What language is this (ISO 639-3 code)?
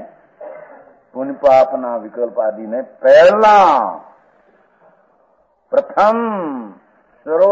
guj